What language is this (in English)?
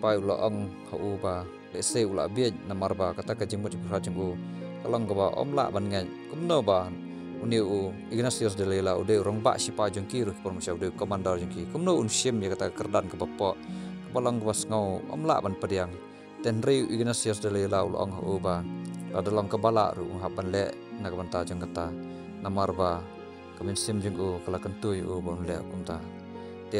Khasi